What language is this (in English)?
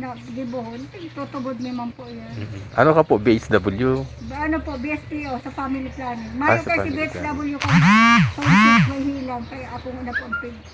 Bikol